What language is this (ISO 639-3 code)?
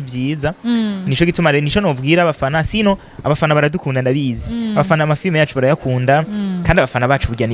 run